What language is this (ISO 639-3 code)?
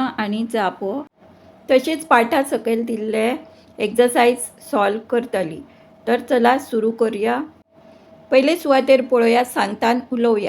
kok